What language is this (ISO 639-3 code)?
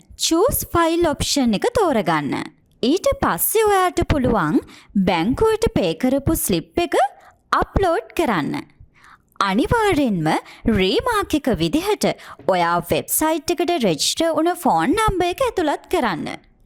sin